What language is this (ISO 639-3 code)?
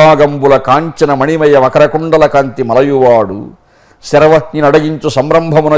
tel